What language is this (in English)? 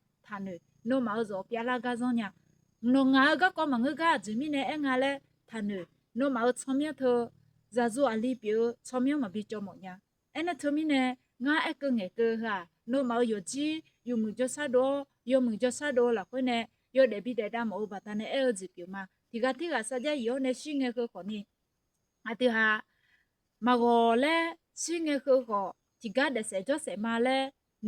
Akha